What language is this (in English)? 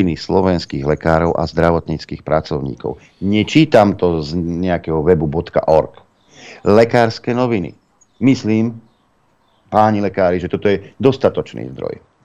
Slovak